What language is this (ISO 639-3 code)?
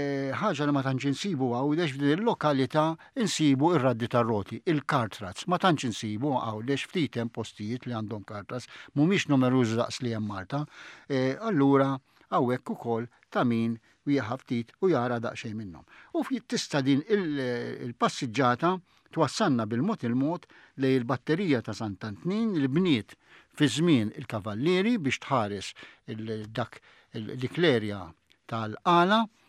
mlt